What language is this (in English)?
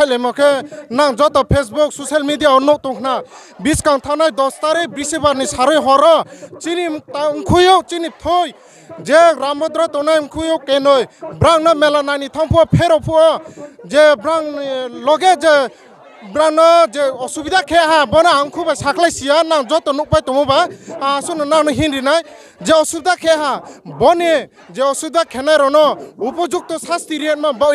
Riang (India)